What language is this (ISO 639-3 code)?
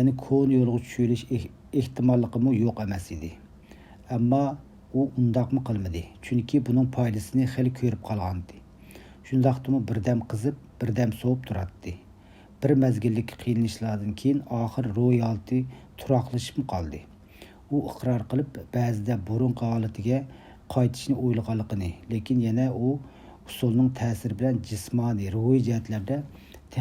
uig